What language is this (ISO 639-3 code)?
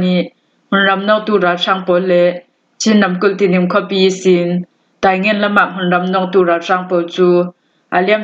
cfm